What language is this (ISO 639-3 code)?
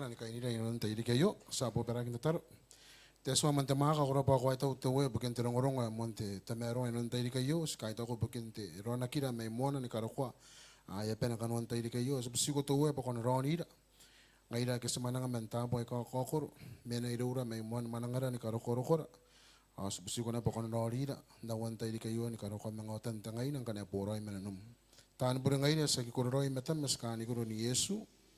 gil